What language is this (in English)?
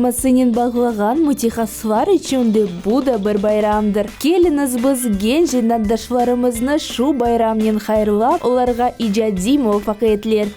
Crimean Tatar